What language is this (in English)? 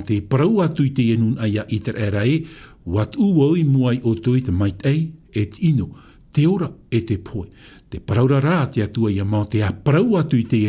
Tahitian